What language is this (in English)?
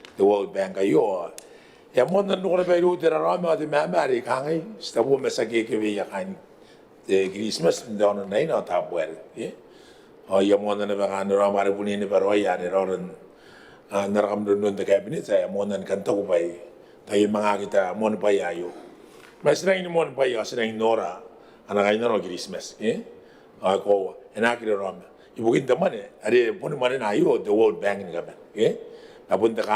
Gilbertese